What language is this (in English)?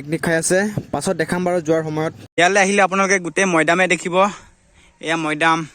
Assamese